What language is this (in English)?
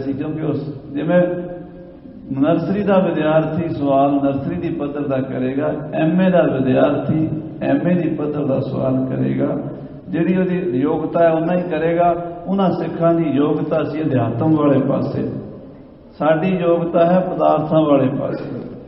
Punjabi